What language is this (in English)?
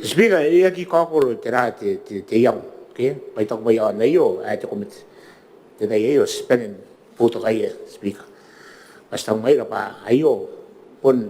Gilbertese